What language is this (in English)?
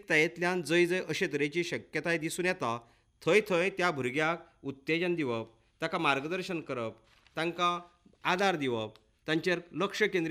Konkani